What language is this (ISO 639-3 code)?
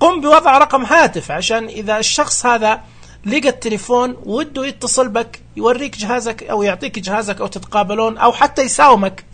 ars